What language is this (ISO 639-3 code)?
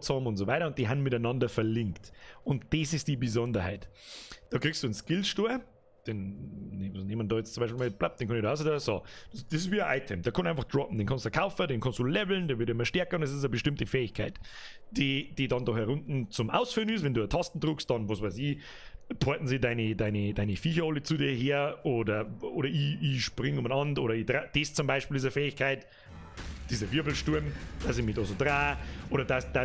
bar